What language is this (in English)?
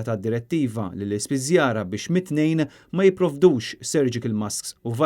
Maltese